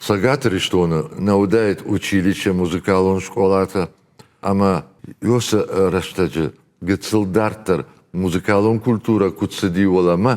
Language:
Ossetic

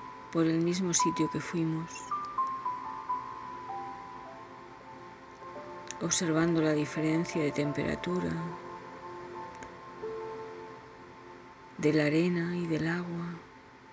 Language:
Spanish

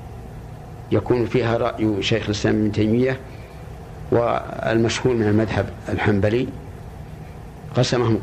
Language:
Arabic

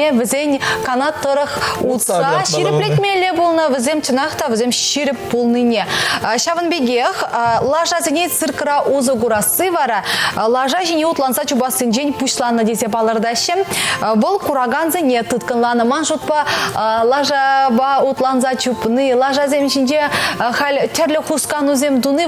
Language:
Chuvash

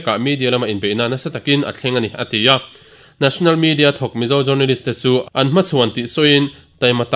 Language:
Mizo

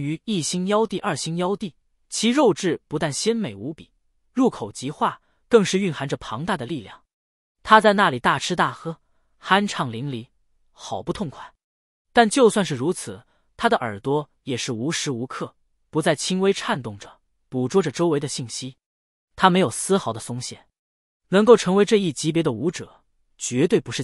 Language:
Chinese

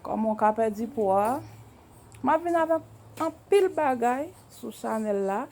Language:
Haitian Creole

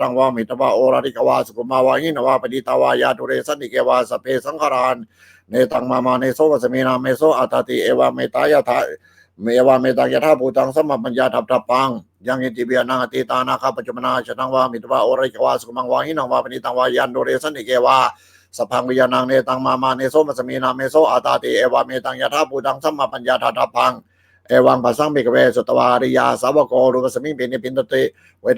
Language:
Pali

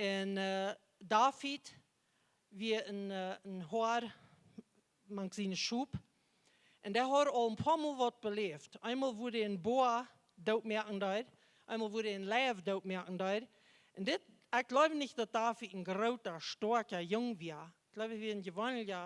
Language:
Plautdietsch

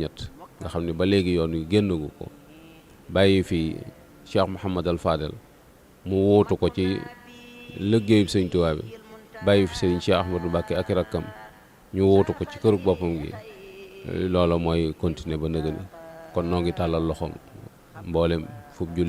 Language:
Wolof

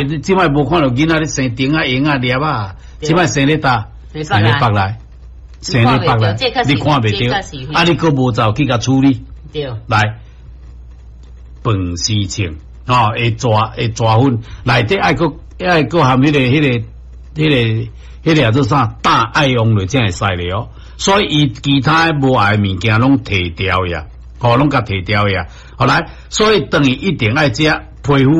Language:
Min Nan Chinese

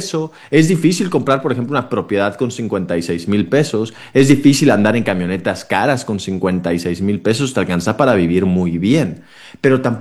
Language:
Spanish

